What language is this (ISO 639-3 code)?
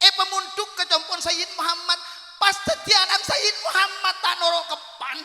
mad